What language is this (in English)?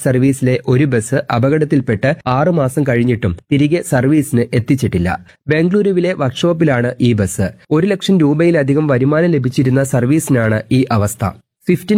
Malayalam